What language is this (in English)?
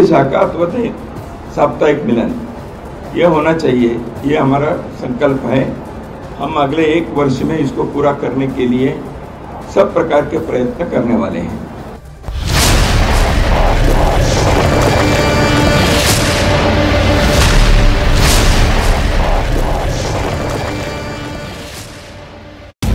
Hindi